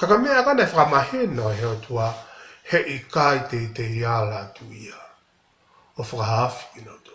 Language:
Tongan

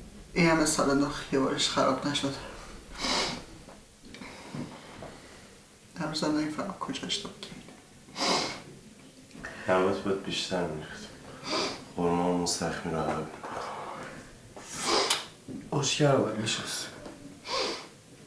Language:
Persian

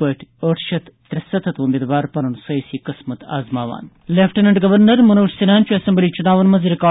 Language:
Kashmiri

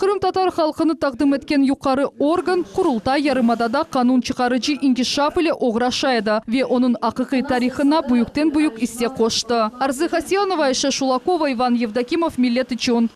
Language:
Crimean Tatar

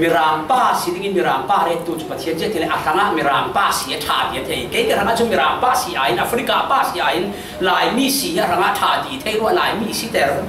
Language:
Falam Chin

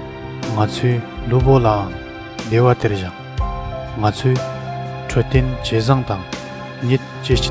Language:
Tibetan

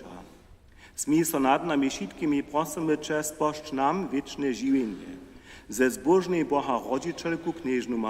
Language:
Upper Sorbian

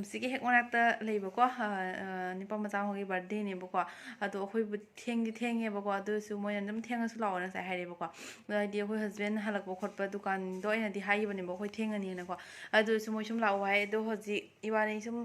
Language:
Manipuri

